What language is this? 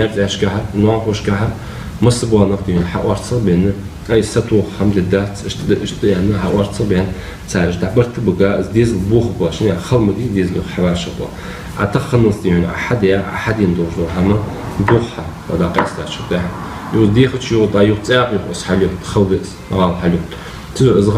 Ingush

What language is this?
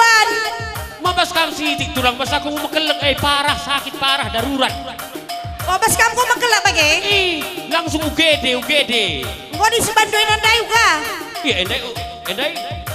Batak Karo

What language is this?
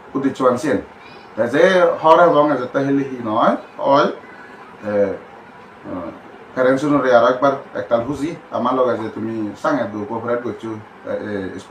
Chakma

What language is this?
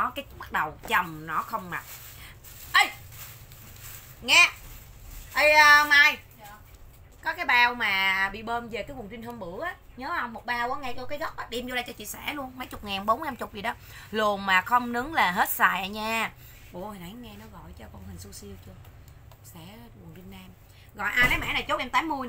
Vietnamese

